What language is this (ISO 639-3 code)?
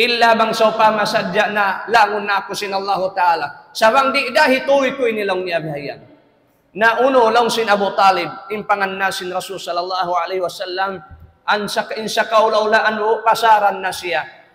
tsg